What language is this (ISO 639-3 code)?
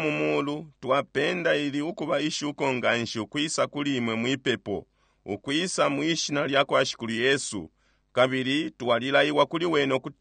bem